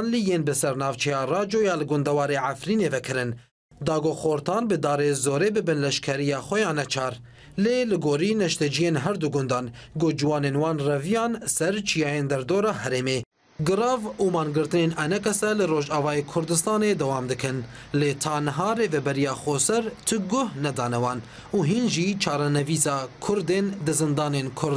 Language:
Kurdish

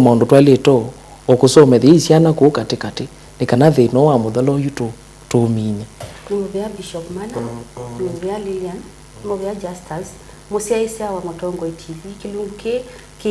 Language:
Kamba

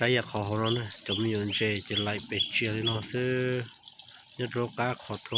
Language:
Hmong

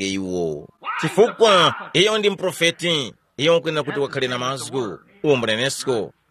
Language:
Tumbuka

